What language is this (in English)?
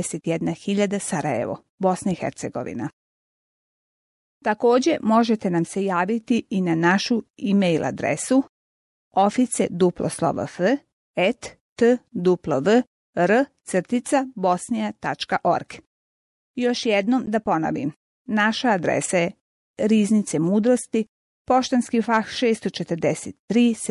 Bosnian